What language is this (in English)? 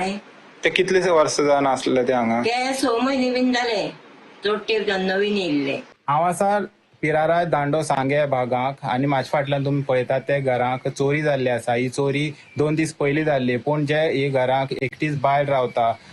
Konkani